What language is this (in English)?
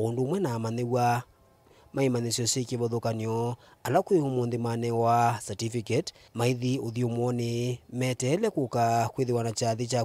Kamba